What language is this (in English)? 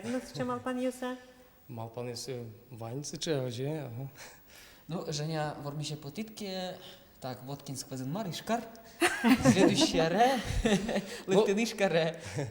Udmurt